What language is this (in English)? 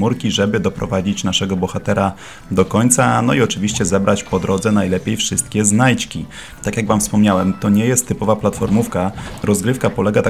Polish